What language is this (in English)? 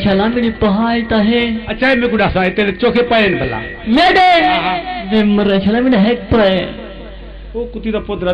Saraiki